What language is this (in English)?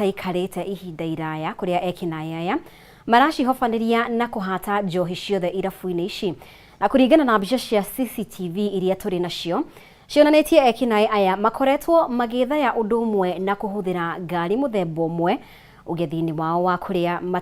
Kikuyu